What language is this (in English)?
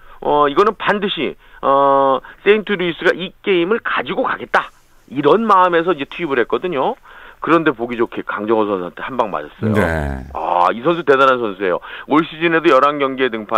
Korean